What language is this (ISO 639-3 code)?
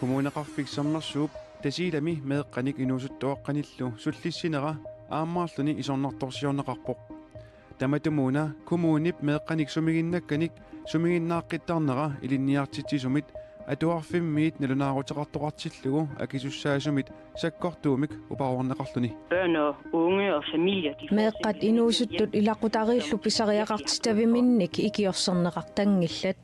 kal